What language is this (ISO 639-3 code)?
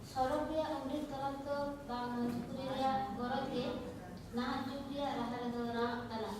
sat